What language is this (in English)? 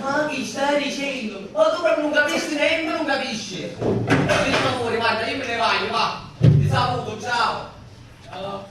Sicilian